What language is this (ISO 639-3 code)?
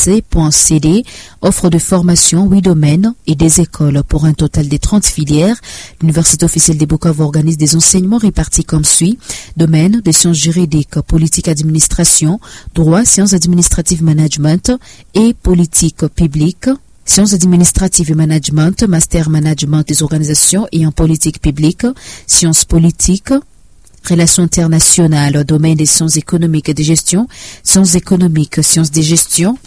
fra